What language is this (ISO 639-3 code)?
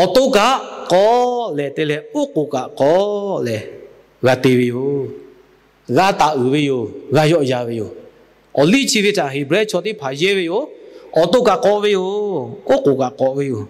lhu